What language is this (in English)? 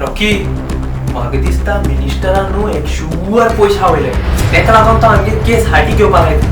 Konkani